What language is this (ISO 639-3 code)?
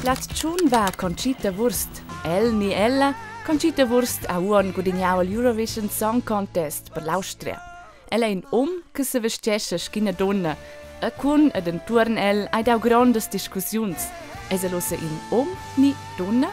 roh